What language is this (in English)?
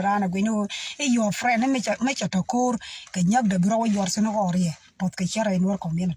Nuer